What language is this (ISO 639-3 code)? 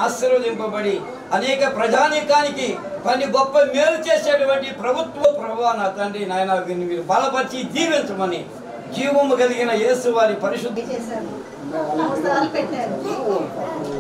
tel